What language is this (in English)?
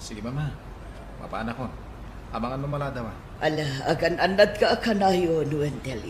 Iloko